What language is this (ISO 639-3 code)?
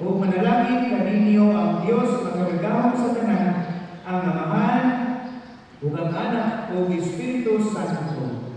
ceb